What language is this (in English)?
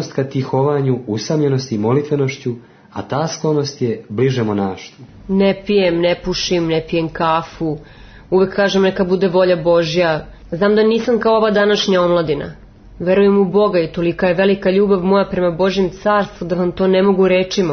Serbian